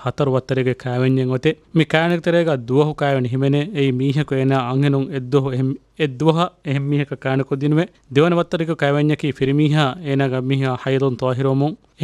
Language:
Divehi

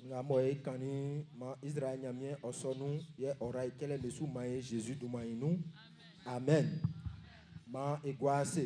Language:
Baoulé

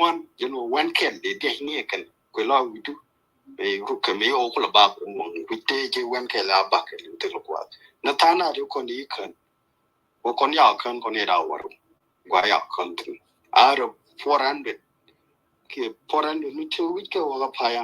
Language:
Nuer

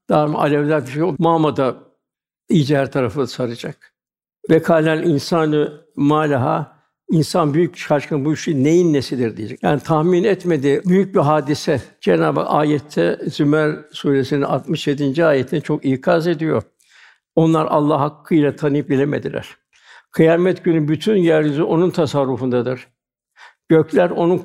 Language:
Turkish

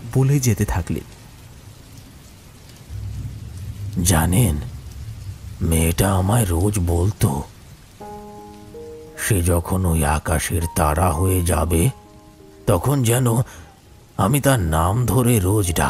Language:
Bangla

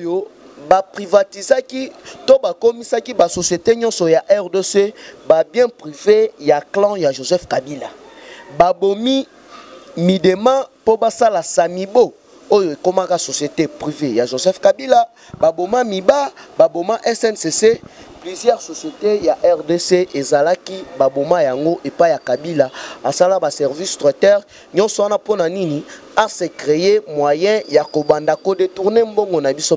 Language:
Lingala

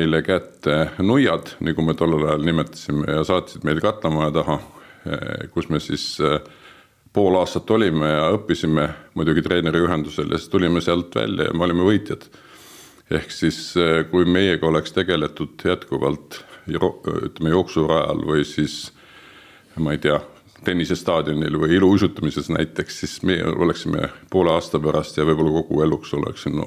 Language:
Estonian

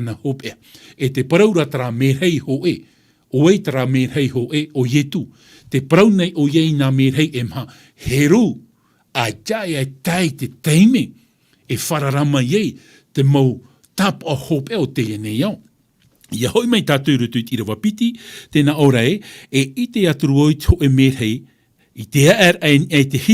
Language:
Tahitian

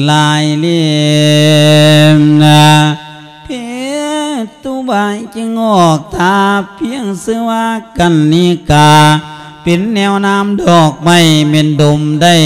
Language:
Lao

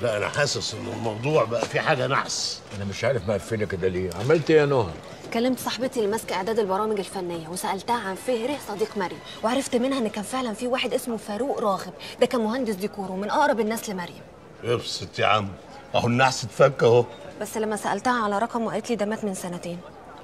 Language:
Egyptian Arabic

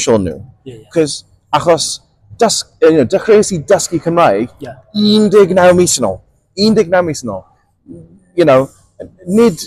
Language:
Welsh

